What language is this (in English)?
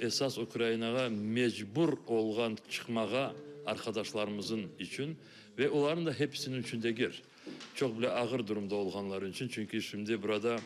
Crimean Tatar